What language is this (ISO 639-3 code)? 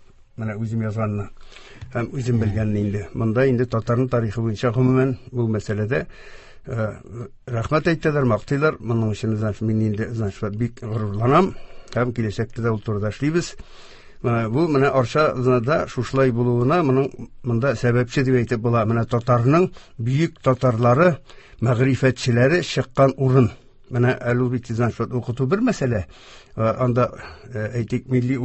tat